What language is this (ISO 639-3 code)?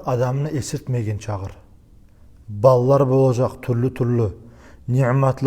kum